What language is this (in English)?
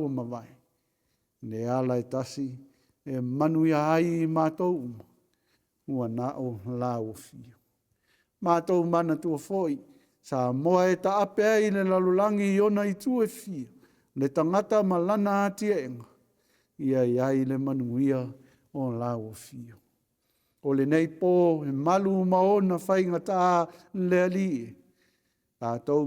Samoan